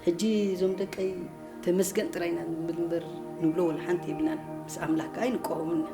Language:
Tigrinya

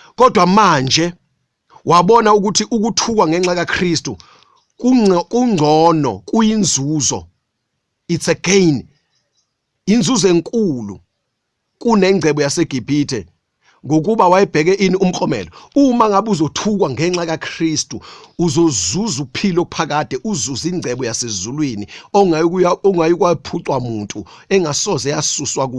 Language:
Zulu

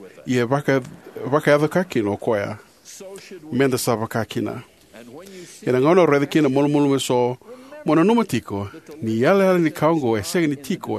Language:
Fijian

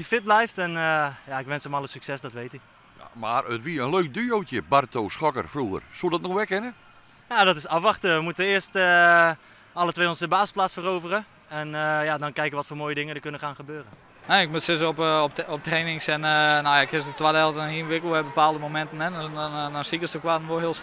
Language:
Western Frisian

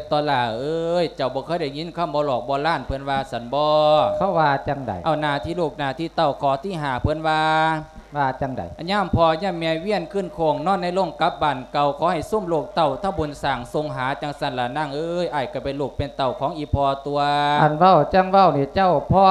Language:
Lao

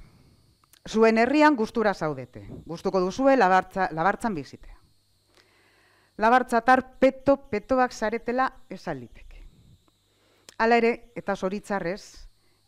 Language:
Basque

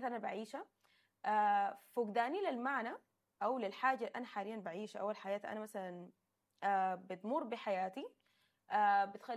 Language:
Sudanese Arabic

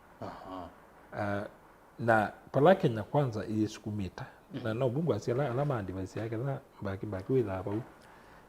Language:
Kamba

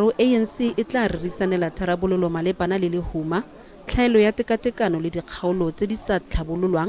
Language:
Tswana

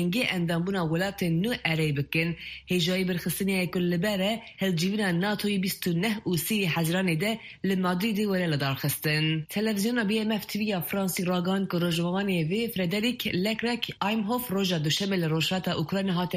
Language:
Kurdish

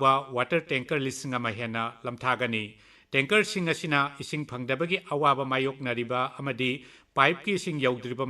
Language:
Manipuri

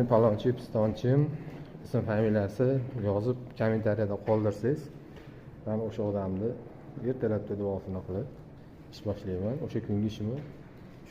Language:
Uzbek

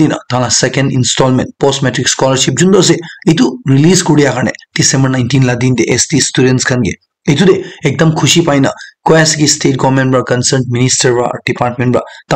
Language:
Naga Pidgin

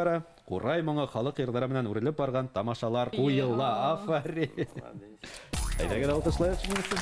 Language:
Bashkir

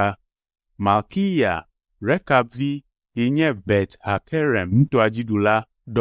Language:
Ewe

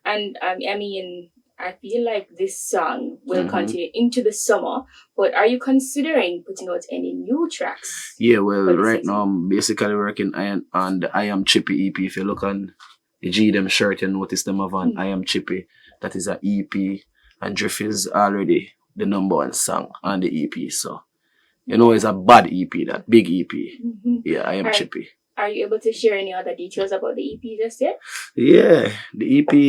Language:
Jamaican Creole English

